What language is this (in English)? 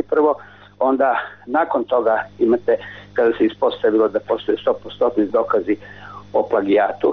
Croatian